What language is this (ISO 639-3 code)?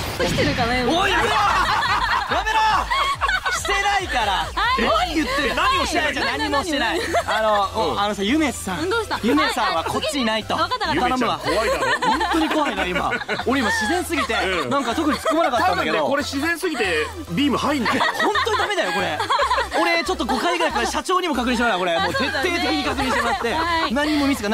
jpn